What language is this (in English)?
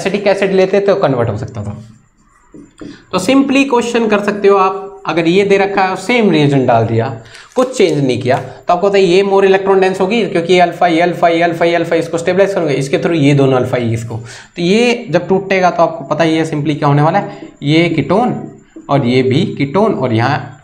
Hindi